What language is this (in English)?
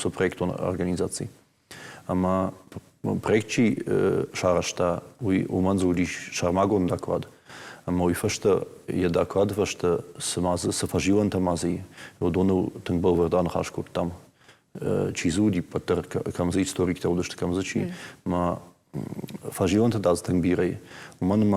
Ossetic